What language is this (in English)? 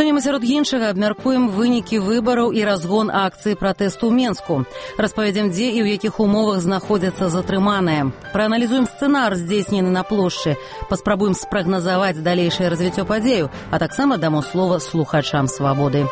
Belarusian